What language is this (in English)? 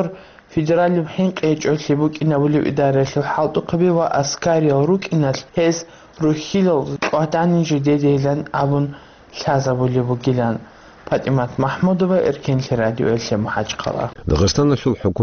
Avaric